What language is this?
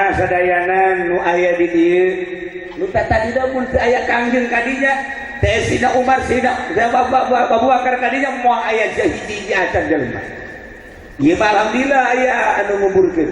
Sundanese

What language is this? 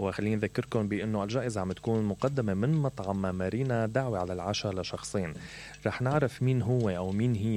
Mesopotamian Arabic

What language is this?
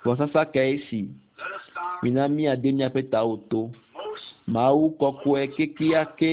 Ewe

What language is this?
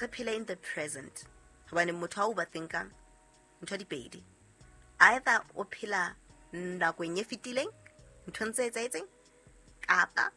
Southern Sotho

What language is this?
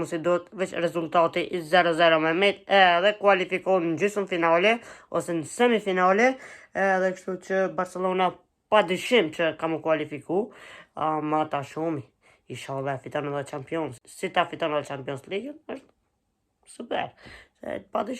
Albanian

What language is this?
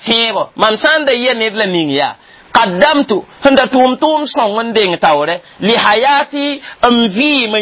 Mossi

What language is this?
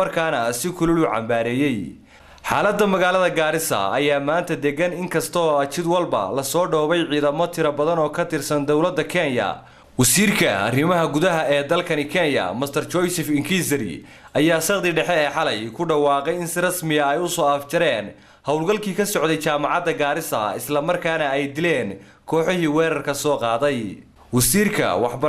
Somali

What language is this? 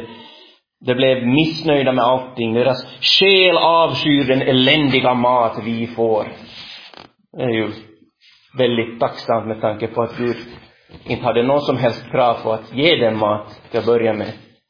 Swedish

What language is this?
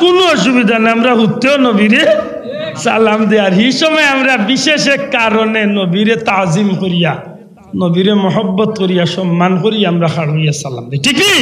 Sylheti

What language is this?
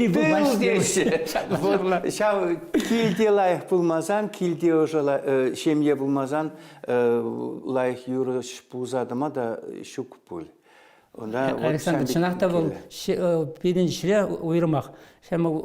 Chuvash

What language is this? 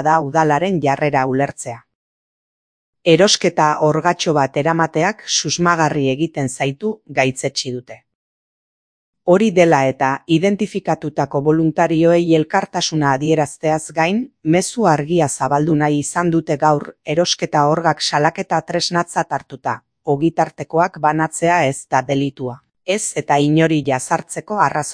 Basque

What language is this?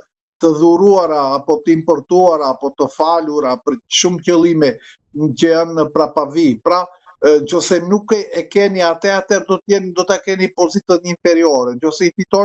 Albanian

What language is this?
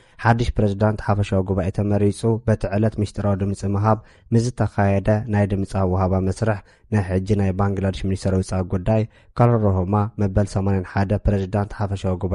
Tigrinya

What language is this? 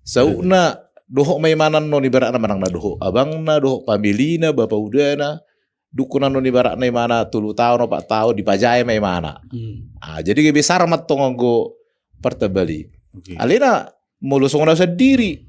Batak Toba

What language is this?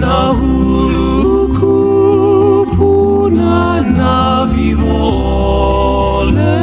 Hawaiian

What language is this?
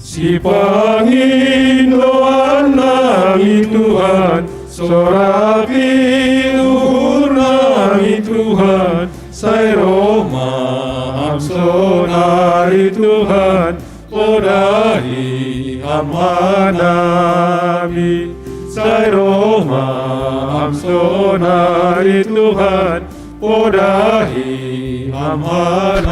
Batak Simalungun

